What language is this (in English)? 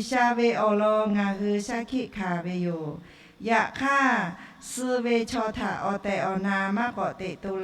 Lahu